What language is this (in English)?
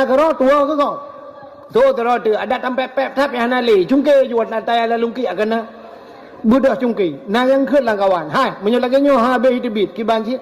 Achinese